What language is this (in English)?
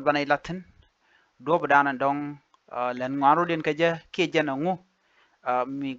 Nuer